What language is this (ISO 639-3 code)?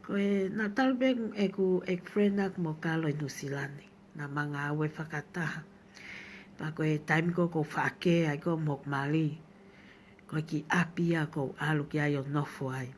ton